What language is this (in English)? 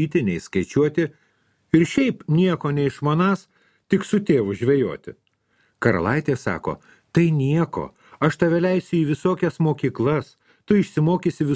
Lithuanian